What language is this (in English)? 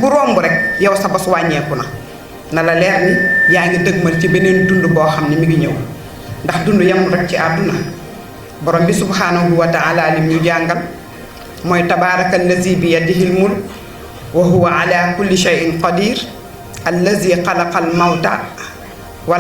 Wolof